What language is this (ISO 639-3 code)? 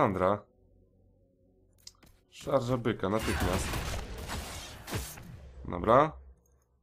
pol